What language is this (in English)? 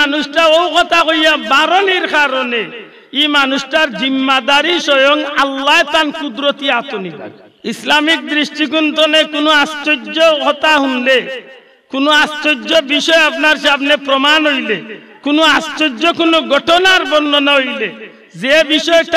Sylheti